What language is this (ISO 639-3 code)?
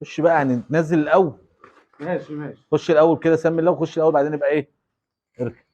arz